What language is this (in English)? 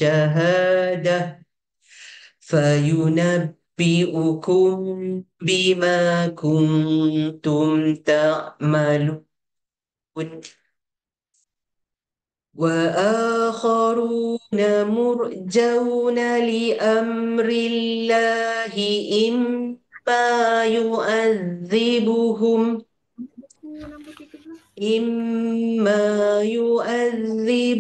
Arabic